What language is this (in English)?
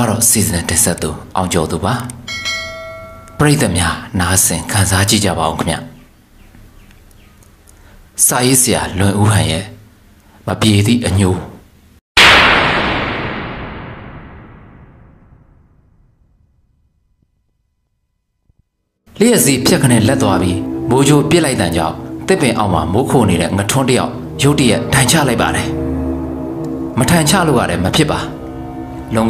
Burmese